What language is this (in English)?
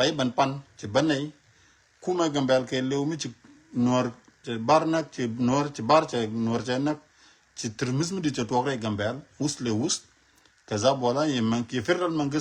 Nuer